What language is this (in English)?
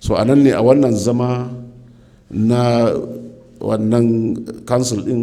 Hausa